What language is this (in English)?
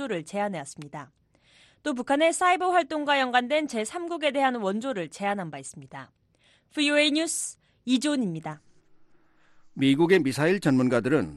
Korean